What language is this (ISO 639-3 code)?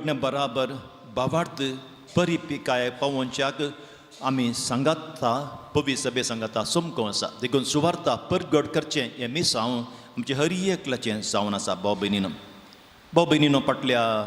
kok